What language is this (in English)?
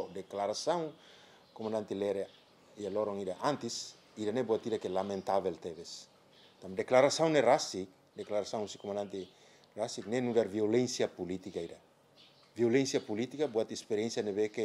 Tetum